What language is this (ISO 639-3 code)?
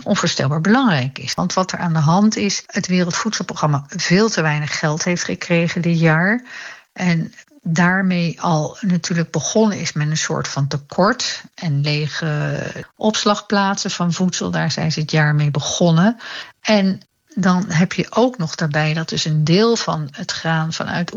nld